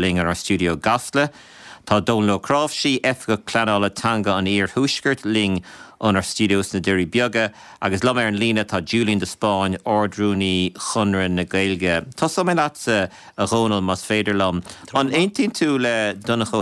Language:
Irish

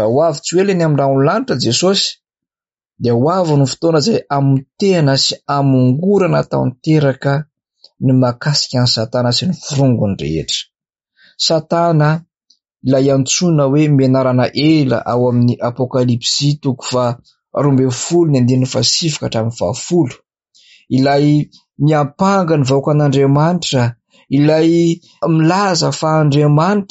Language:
Malagasy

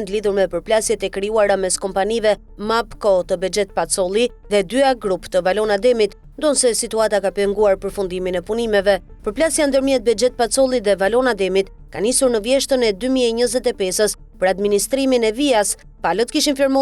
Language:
Albanian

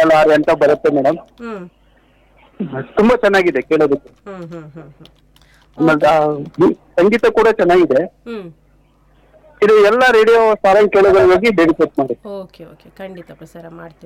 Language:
Kannada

